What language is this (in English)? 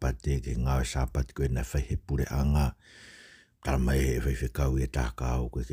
Tongan